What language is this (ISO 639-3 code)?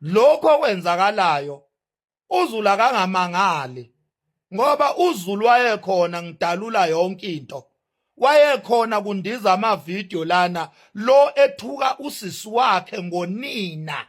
zul